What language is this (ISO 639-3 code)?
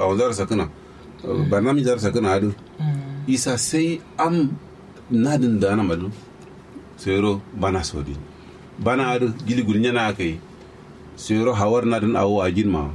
kau